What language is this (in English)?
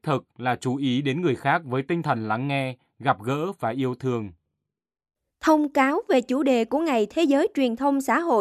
Vietnamese